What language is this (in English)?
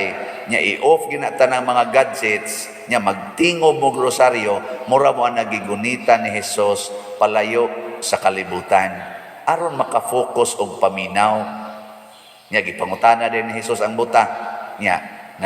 Cebuano